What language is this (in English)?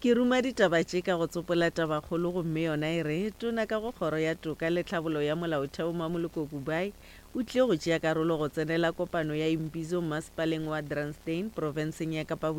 Northern Sotho